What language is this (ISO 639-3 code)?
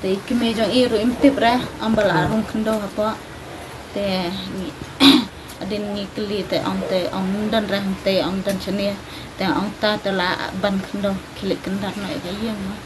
kha